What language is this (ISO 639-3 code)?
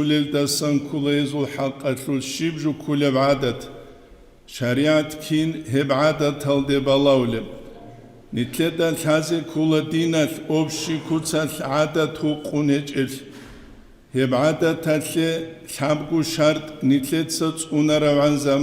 ava